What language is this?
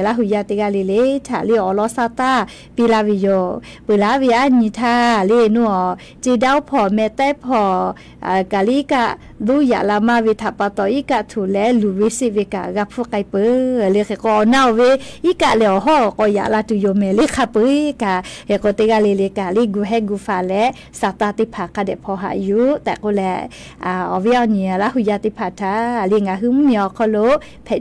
Lahu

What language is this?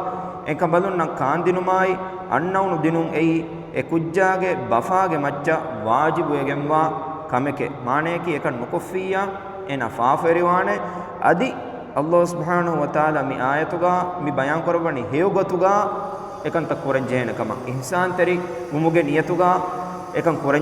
Divehi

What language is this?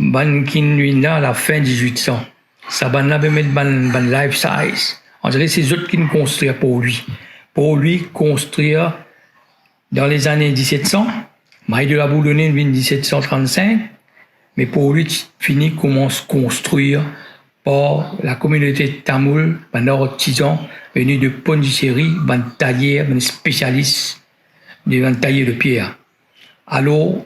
Morisyen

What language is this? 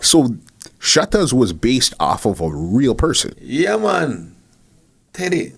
Jamaican Creole English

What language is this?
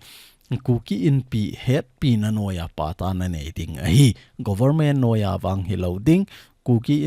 Thado Chin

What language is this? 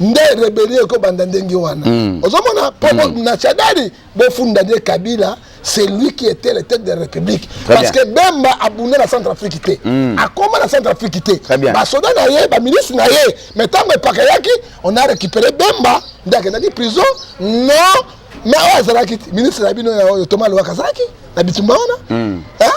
Lingala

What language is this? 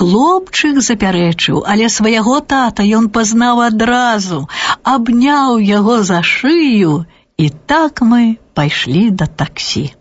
Belarusian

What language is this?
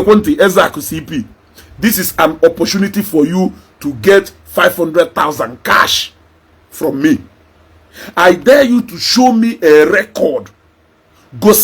Igbo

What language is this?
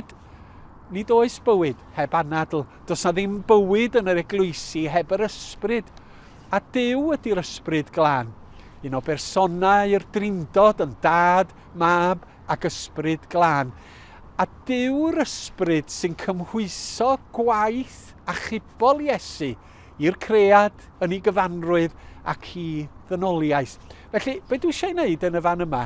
Welsh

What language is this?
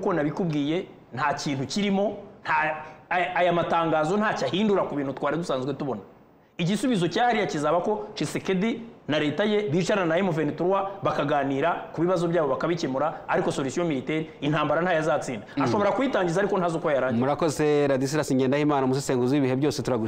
Kinyarwanda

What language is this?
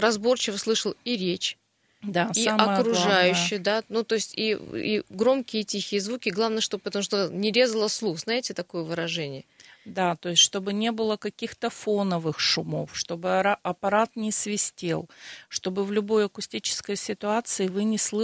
Russian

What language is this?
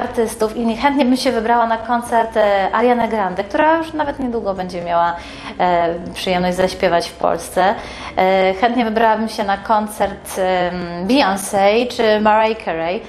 Polish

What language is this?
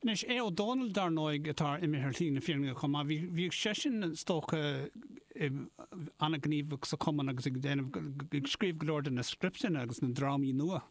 Irish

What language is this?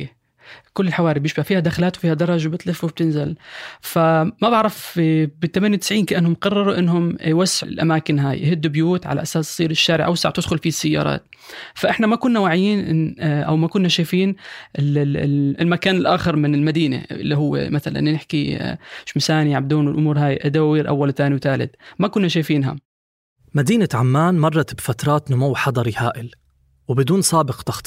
North Levantine Arabic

